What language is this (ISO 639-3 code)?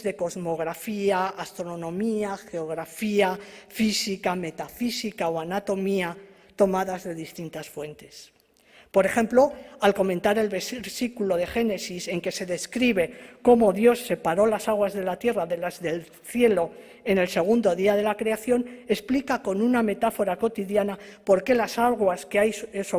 lad